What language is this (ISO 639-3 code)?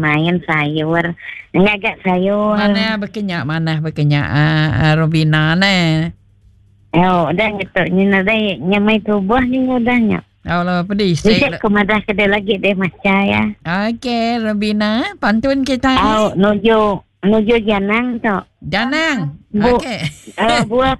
iba